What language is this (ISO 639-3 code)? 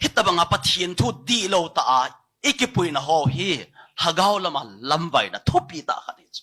tcz